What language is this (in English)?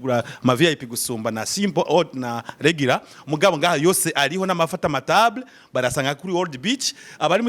Rundi